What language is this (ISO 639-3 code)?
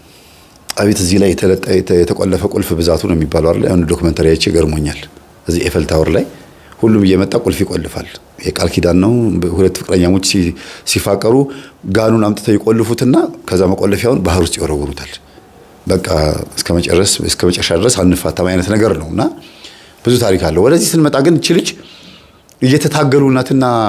amh